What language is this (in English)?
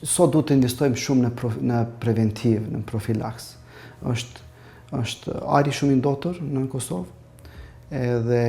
Albanian